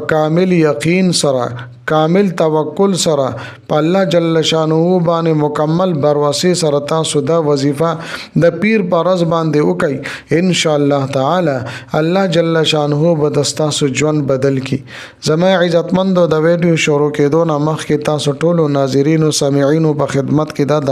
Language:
Pashto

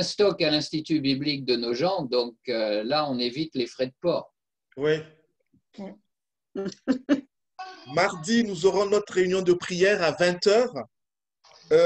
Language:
French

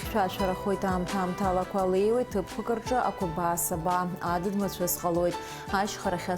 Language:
Abkhazian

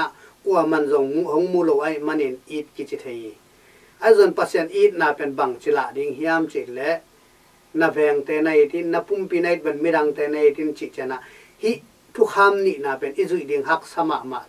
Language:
Tedim Chin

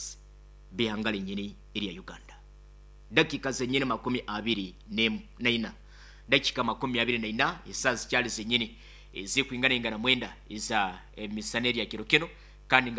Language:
Nyoro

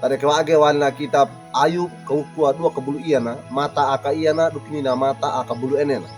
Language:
Wejewa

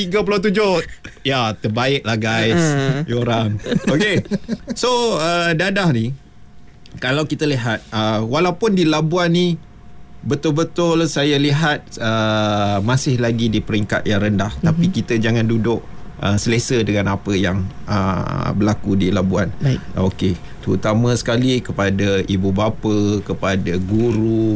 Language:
Malay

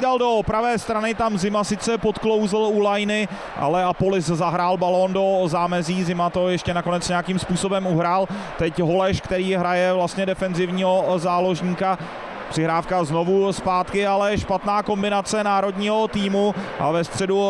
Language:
Czech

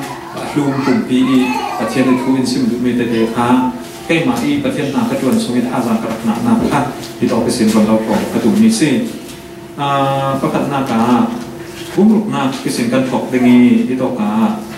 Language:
Falam Chin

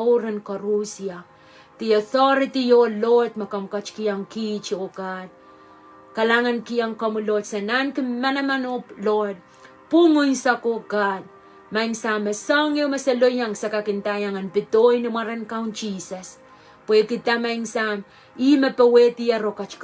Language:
Pohnpeian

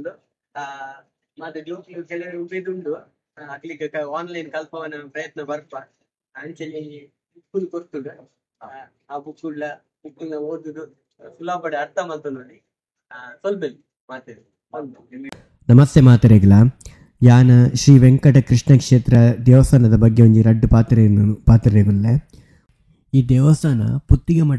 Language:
Tulu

